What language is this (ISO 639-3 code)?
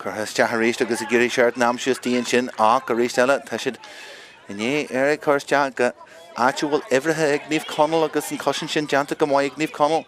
gle